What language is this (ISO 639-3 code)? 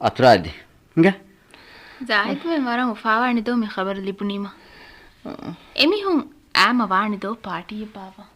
div